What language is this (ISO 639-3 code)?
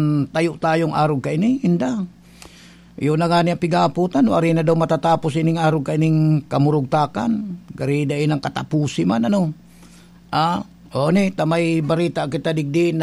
bik